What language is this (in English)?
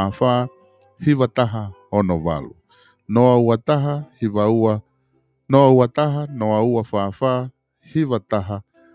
Tongan